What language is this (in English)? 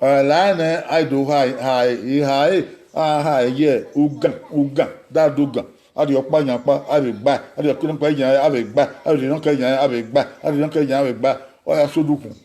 Bini